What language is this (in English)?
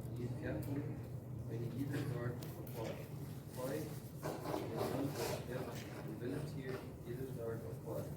Plautdietsch